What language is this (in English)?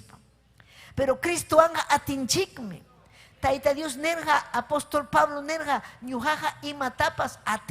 Ayacucho Quechua